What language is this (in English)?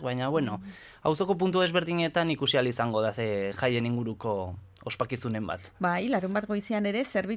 Basque